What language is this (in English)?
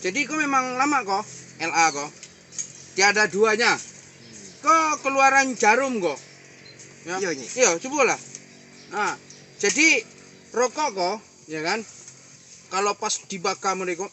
Minangkabau